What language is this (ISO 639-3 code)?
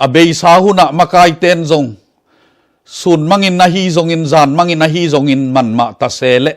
ctd